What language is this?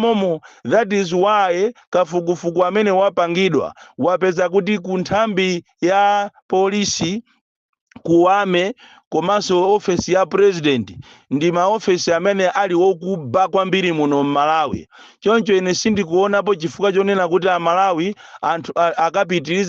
Nyanja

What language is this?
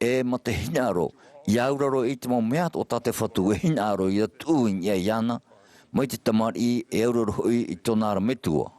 Tahitian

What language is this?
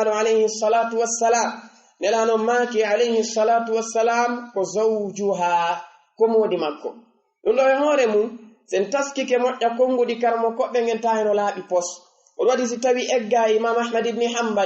Fula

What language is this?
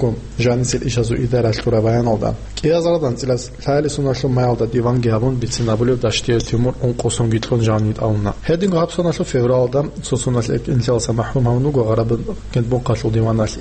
Avaric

